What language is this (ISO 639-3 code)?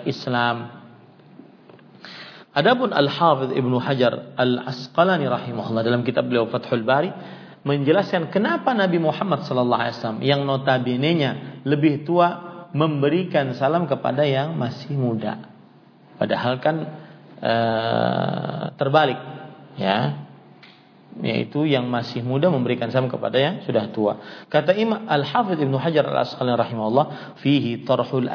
ind